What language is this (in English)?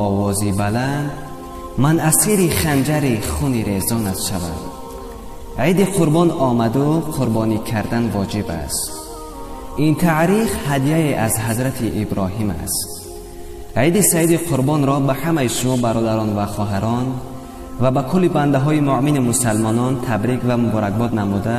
Tajik